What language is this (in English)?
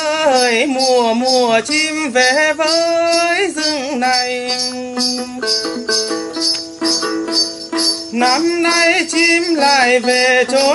Vietnamese